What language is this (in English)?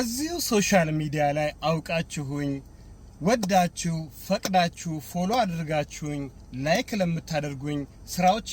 Amharic